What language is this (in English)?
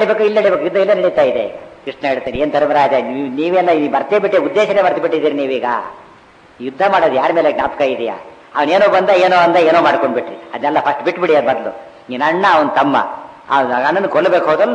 Kannada